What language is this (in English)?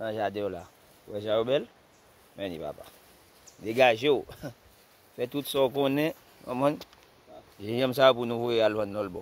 Haitian Creole